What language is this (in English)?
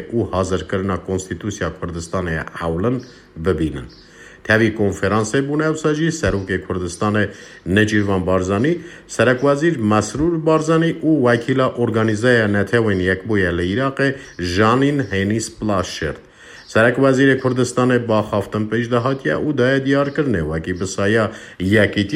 Kurdish